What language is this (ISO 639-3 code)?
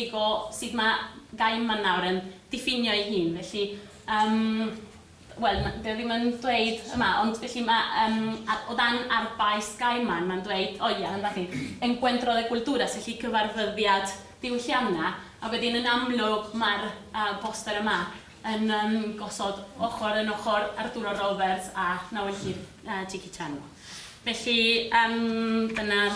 cym